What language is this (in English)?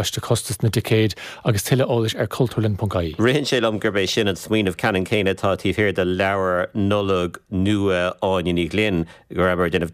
Irish